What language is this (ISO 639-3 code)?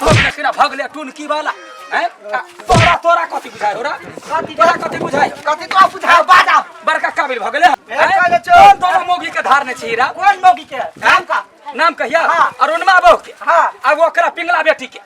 mai